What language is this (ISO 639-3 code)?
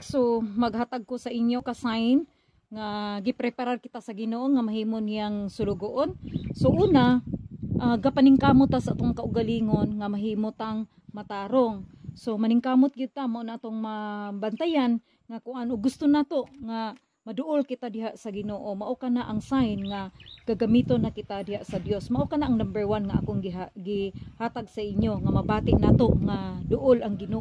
ceb